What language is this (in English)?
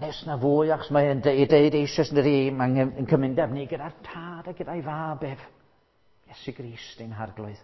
Welsh